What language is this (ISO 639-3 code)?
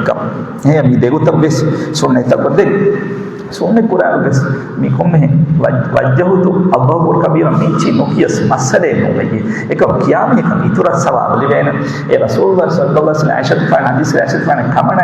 div